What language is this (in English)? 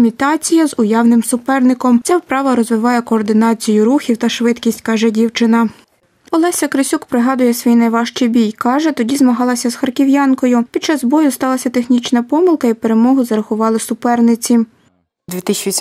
Ukrainian